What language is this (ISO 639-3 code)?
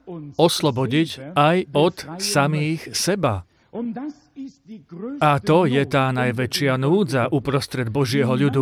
slk